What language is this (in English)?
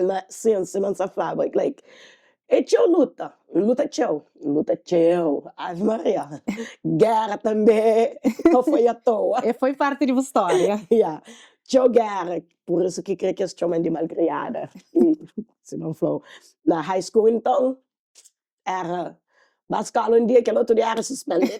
Kabuverdianu